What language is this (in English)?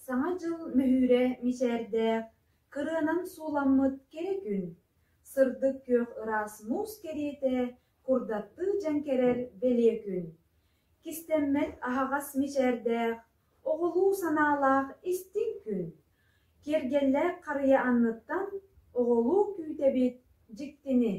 Yakut